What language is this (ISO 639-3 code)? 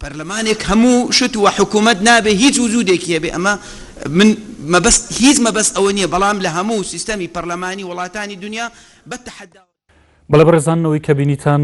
ckb